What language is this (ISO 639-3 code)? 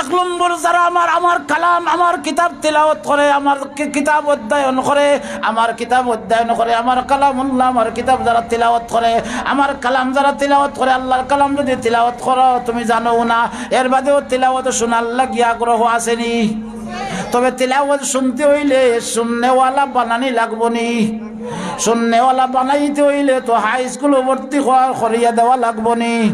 syl